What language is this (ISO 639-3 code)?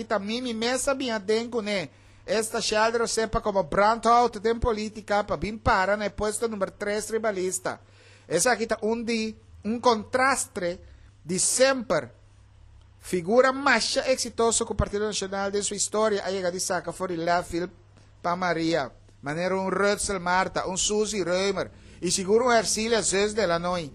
pap